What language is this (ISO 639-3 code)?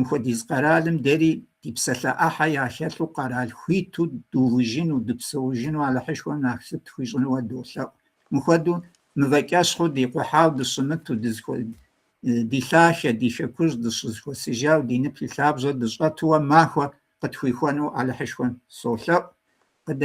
kbd